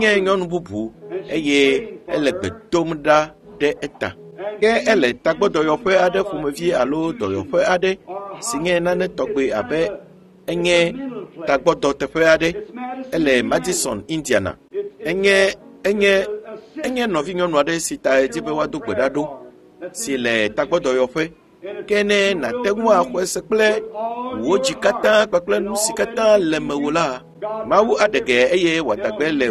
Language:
Ewe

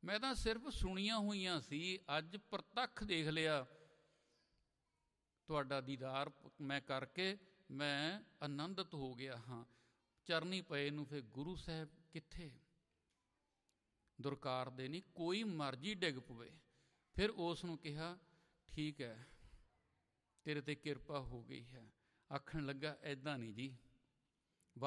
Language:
Punjabi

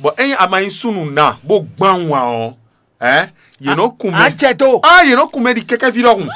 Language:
Fon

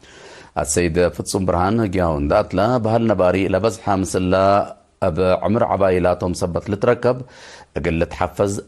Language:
Tigre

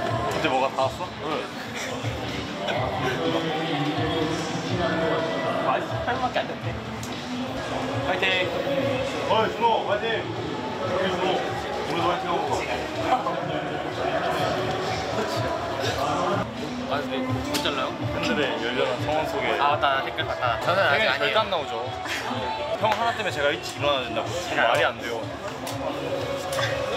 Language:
Korean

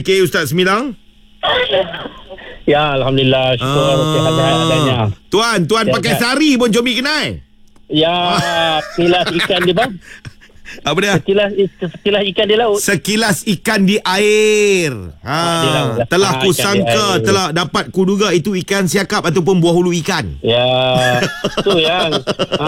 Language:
Malay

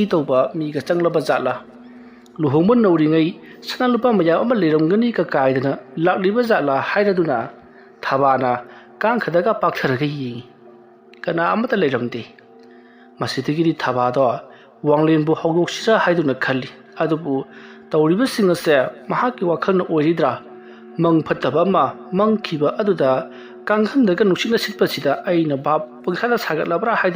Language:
Manipuri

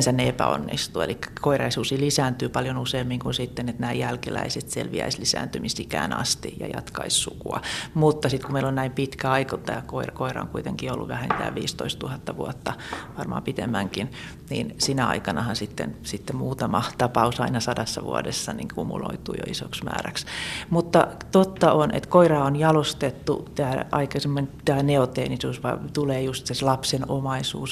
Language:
Finnish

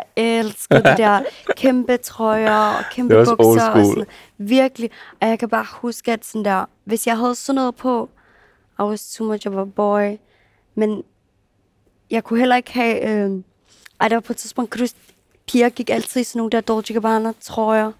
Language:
Danish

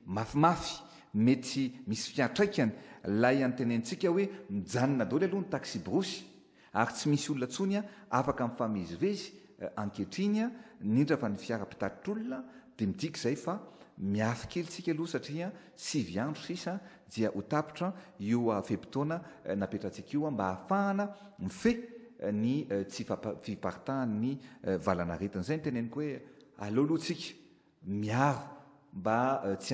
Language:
Malagasy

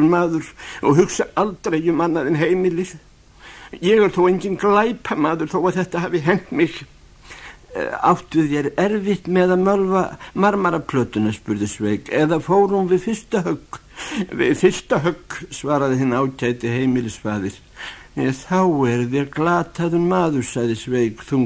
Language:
Icelandic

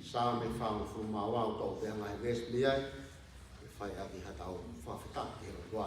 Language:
Tongan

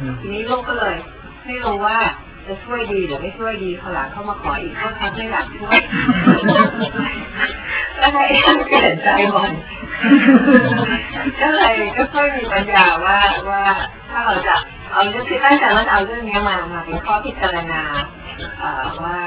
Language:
Thai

